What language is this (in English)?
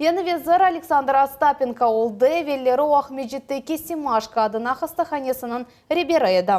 Crimean Tatar